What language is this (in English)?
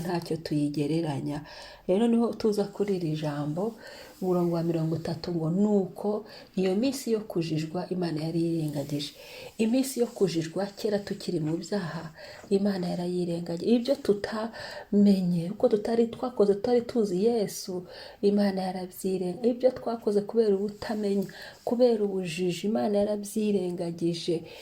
Kinyarwanda